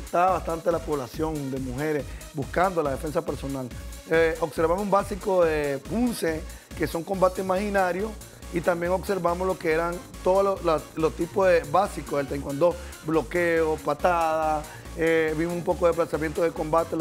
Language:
Spanish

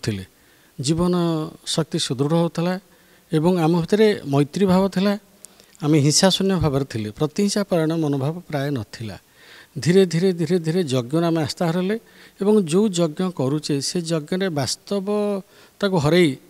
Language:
Odia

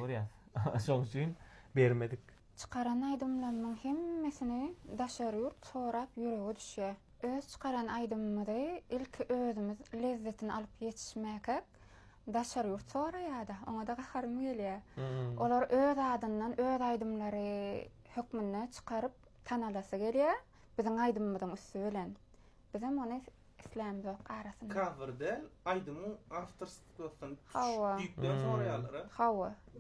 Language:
Turkmen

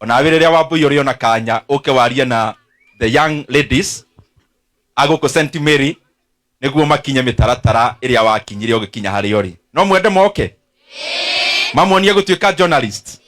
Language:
Kikuyu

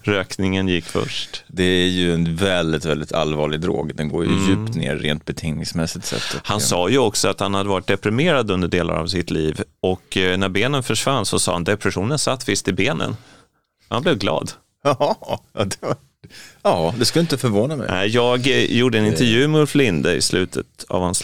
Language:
Swedish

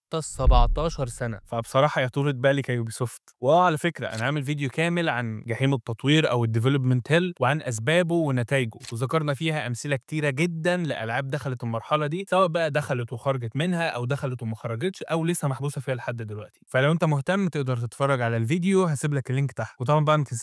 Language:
Egyptian Arabic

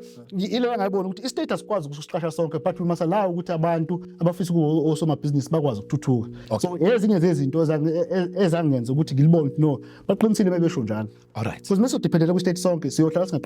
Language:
Zulu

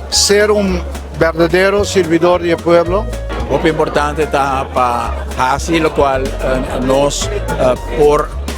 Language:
Papiamento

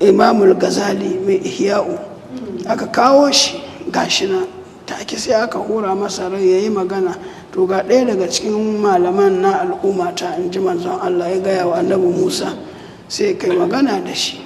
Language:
Hausa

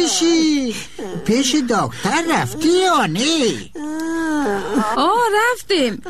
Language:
Persian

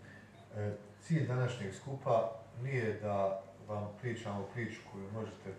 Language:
Bosnian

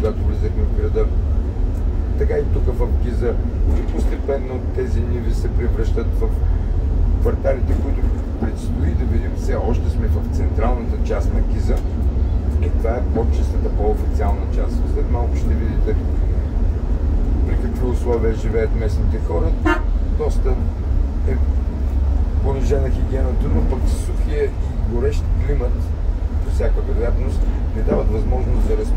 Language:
Bulgarian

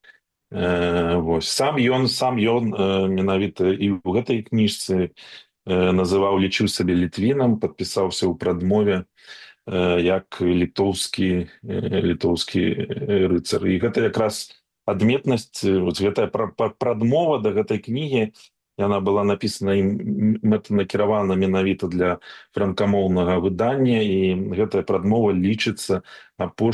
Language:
Belarusian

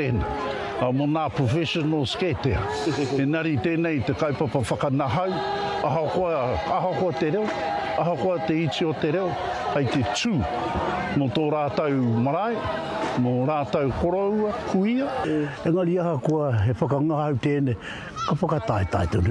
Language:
Māori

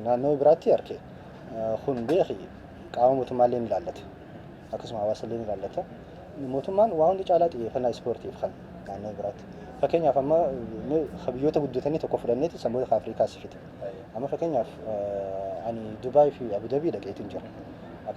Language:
Oromo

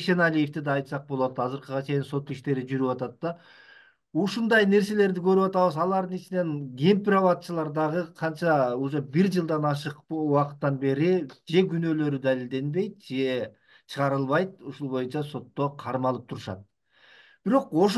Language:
Kyrgyz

